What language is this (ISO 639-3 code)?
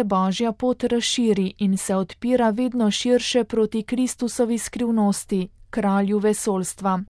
slv